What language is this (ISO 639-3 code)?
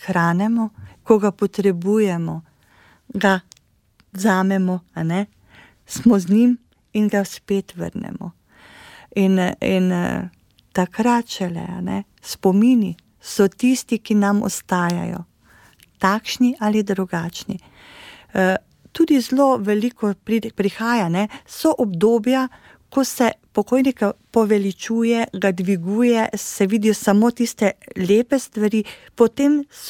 slv